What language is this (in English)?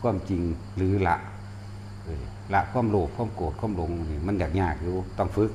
Northeastern Thai